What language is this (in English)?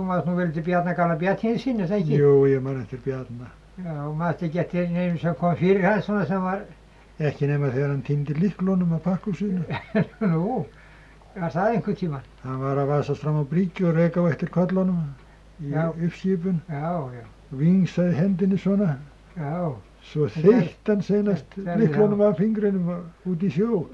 Icelandic